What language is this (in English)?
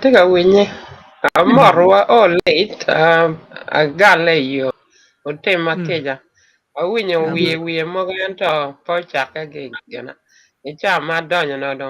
Acoli